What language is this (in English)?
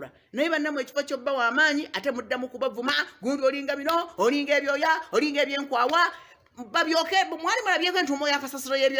Ganda